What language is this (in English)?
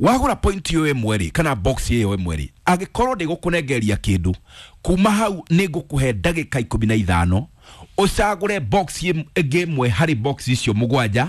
Kikuyu